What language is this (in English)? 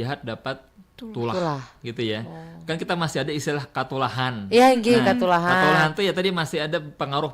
Banjar